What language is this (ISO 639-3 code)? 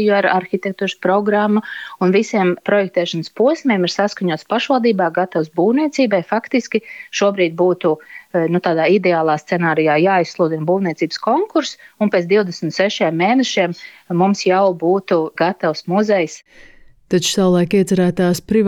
lav